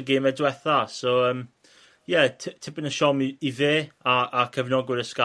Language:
Welsh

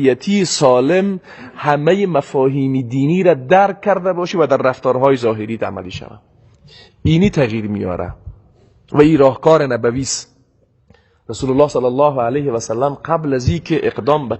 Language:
Persian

